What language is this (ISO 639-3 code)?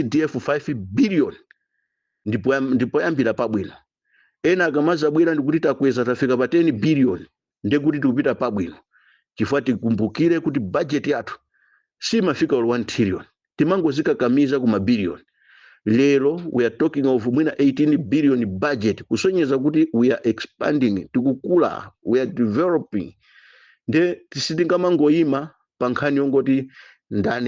nya